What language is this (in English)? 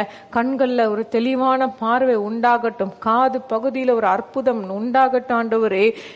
Tamil